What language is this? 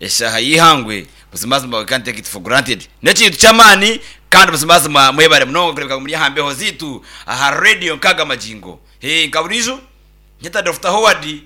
Nyankole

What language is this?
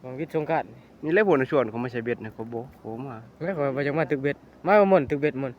Lao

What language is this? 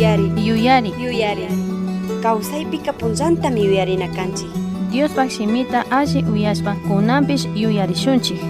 Chimborazo Highland Quichua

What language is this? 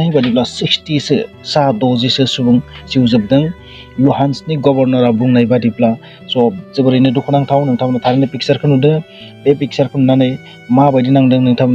Bodo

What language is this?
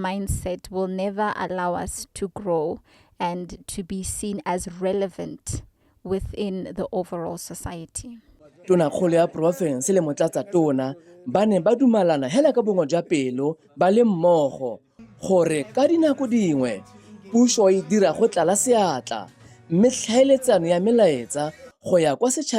Tswana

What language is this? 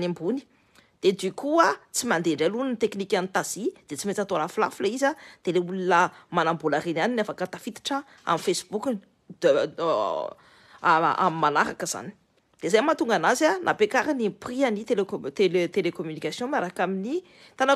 Malagasy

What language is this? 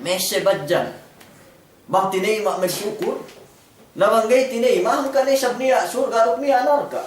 Yakan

